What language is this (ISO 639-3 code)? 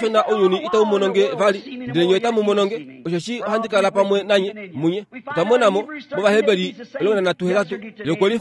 kua